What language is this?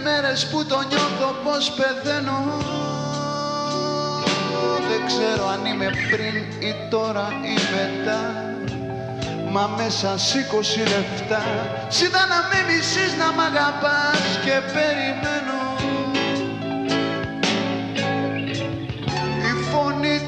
Greek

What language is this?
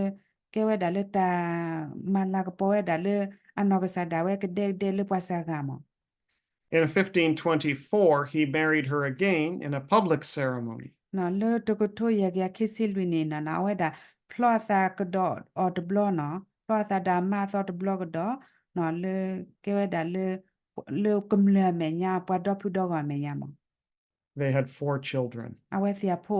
S'gaw Karen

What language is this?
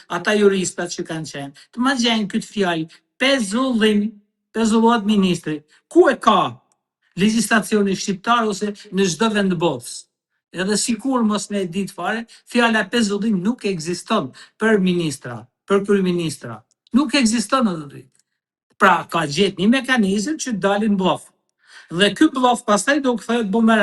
Albanian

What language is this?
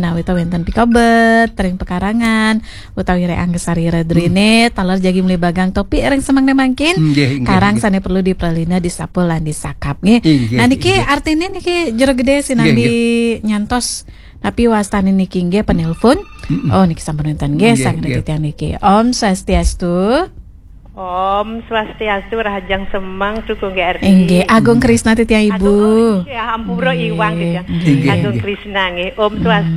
Balinese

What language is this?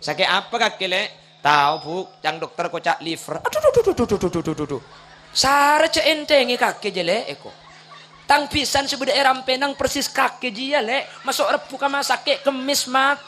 Madurese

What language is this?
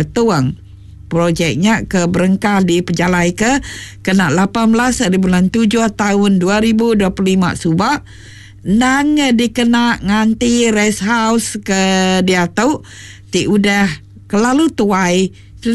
Iban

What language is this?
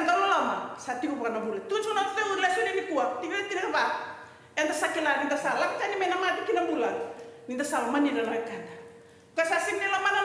Fijian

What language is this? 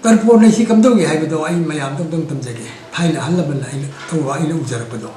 Manipuri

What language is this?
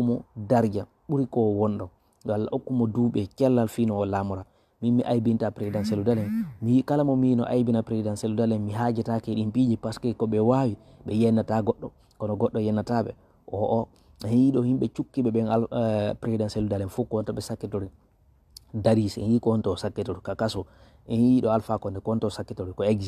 Fula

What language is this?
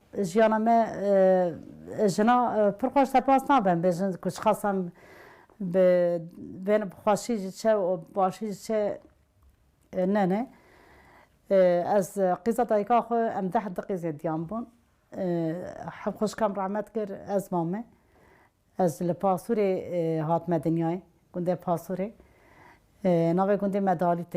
Kurdish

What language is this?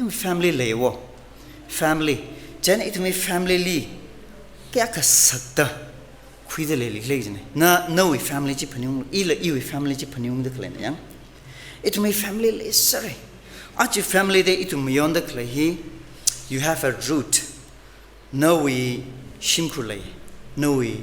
Tangkhul Naga (India)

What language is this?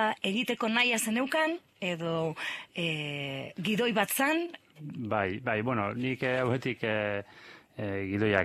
Basque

